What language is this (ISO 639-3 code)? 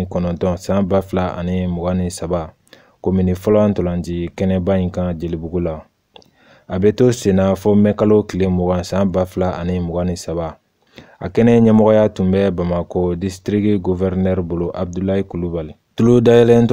bam